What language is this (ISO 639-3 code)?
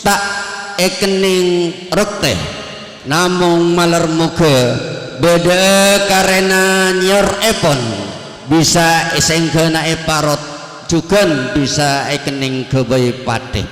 mad